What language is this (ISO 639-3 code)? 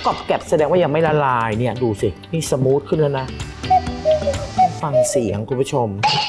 tha